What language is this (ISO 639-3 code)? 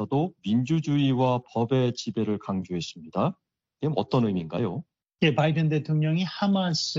kor